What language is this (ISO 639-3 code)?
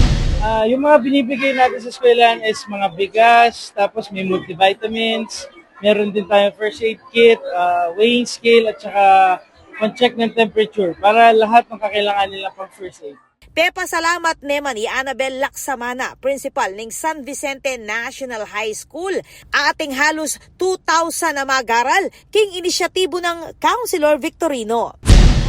pam